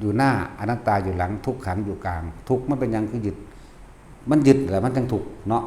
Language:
Northeastern Thai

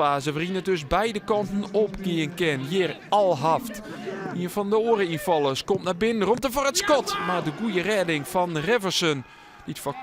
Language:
Western Frisian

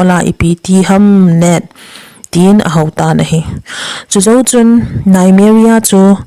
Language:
Thado Chin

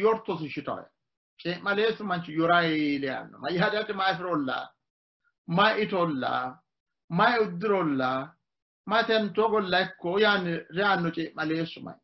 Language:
Sidamo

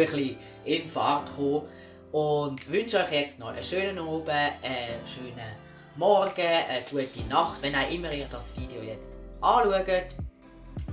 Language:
Swiss German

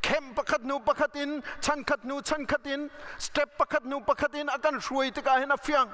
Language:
Hakha Chin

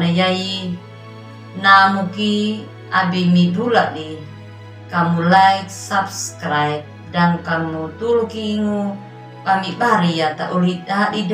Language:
Anakalangu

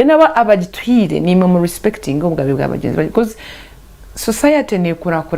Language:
Nyankole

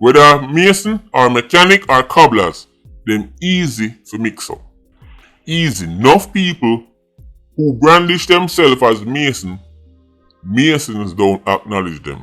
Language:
Jamaican Creole English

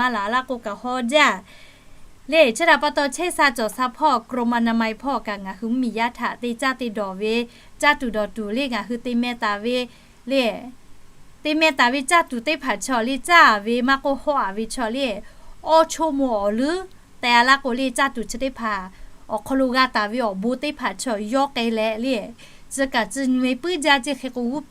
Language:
Lahu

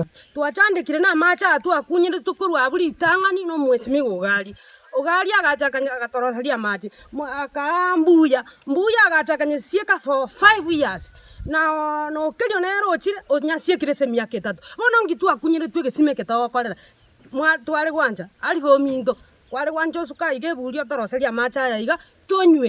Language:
Gusii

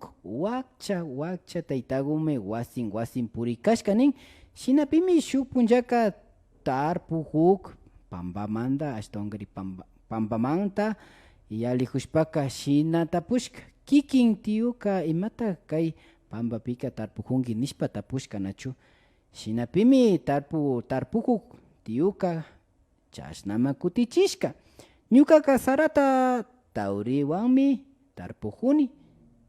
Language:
Imbabura Highland Quichua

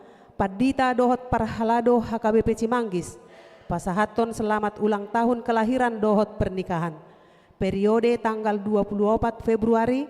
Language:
Batak Toba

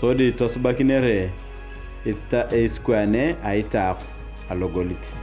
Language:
Turkana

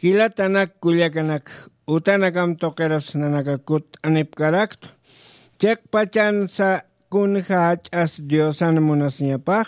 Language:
Aymara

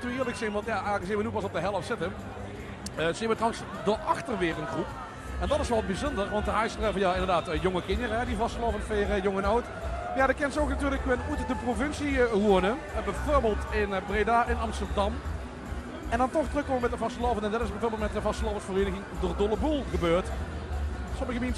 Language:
Limburgish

